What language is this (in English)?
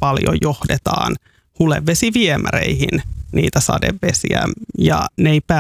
Finnish